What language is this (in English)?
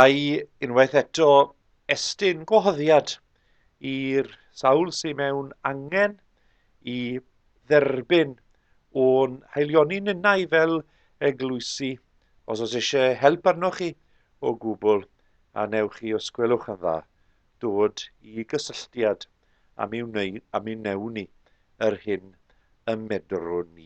Welsh